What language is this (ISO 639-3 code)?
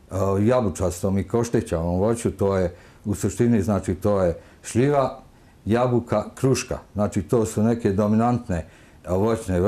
srp